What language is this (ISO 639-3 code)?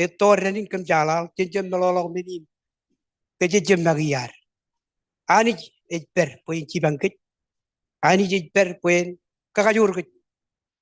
mah